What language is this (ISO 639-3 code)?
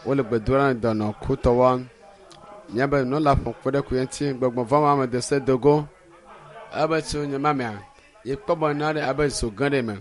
ewe